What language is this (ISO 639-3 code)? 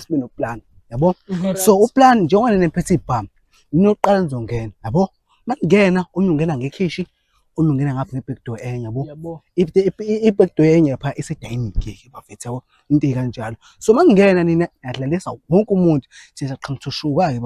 zul